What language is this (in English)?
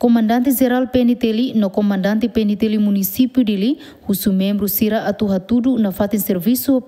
Tetum